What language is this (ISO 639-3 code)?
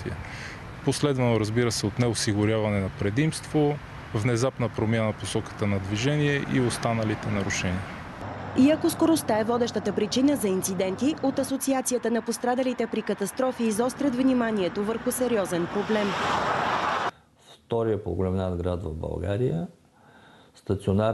bul